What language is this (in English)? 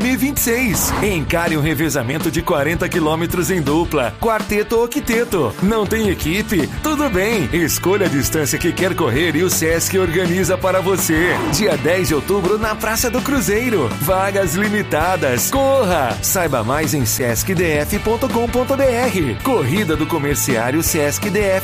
Portuguese